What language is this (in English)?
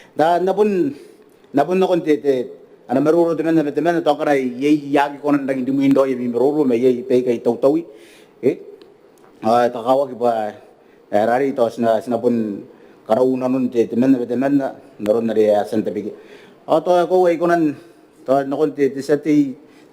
Gilbertese